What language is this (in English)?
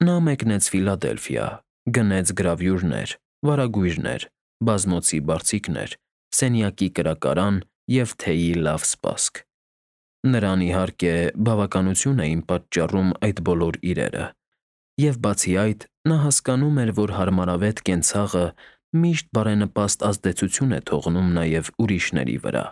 Armenian